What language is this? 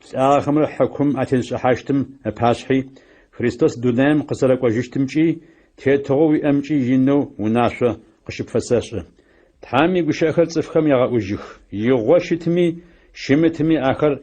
Adyghe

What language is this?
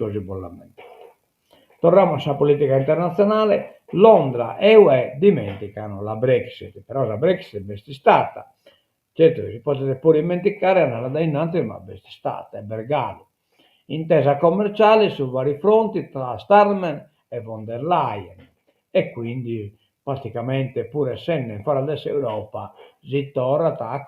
Sardinian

